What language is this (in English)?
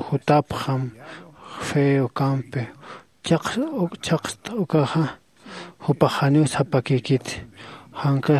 Aymara